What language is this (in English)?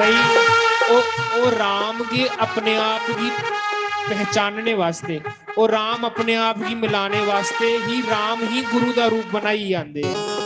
Dogri